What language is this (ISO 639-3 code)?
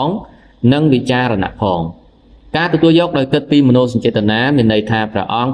khm